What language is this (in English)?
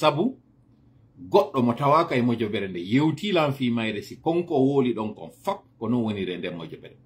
Fula